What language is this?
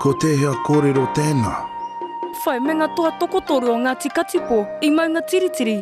Māori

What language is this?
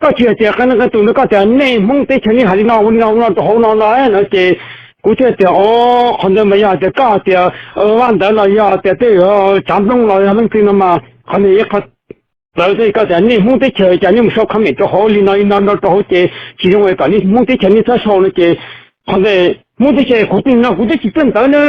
Hmong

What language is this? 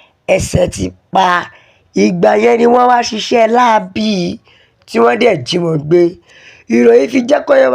Yoruba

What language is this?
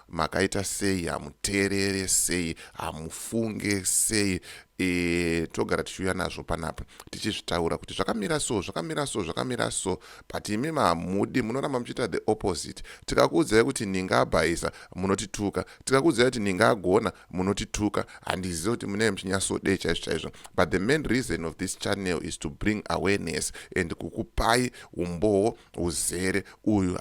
Shona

